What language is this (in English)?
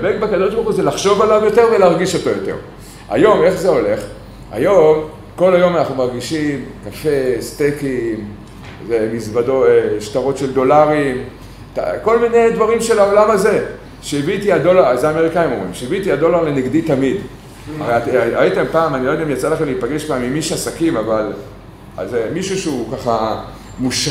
Hebrew